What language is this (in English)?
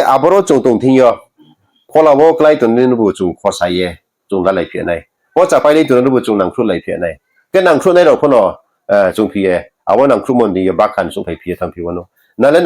Riang (India)